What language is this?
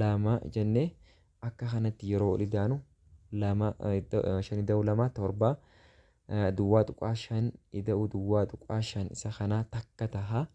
Oromo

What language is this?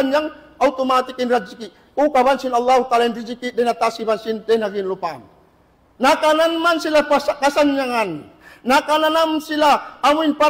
Tausug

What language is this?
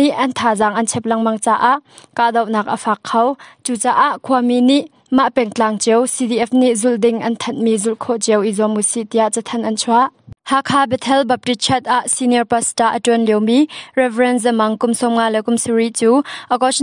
Hakha Chin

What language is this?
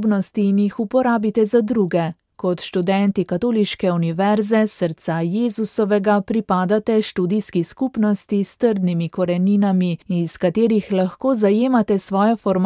Slovenian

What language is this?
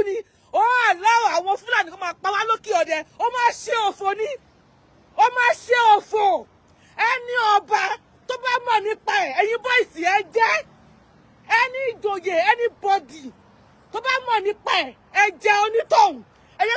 Yoruba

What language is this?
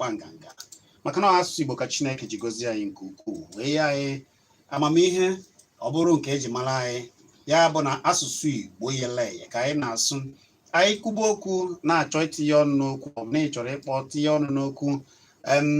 Igbo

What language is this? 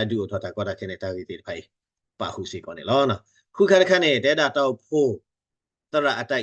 S'gaw Karen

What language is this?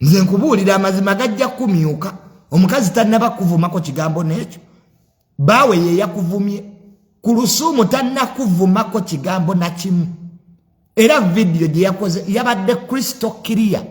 Ganda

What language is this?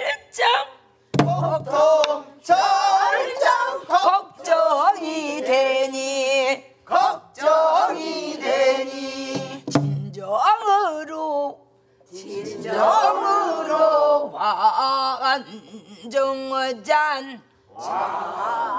Korean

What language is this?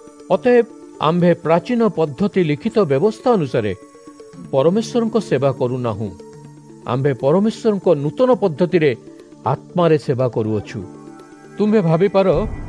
Odia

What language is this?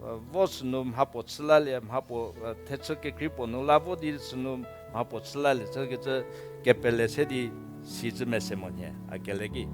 Angami Naga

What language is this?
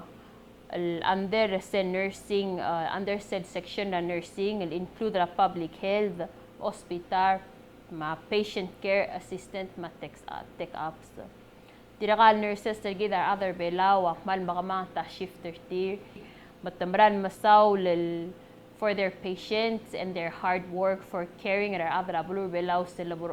Palauan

